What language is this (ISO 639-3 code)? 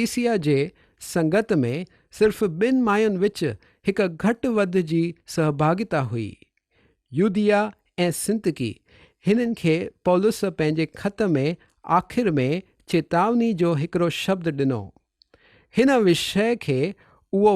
snd